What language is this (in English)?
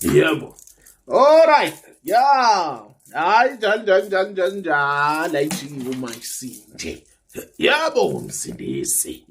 Zulu